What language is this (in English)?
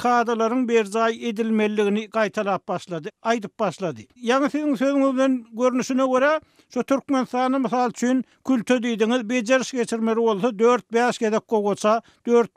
Turkmen